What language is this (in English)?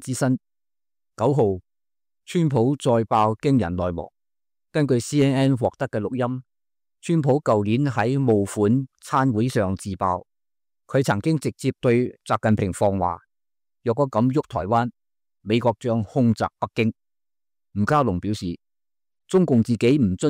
Cantonese